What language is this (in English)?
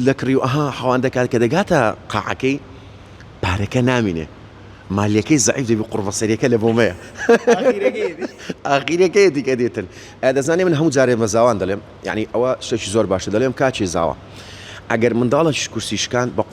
Central Kurdish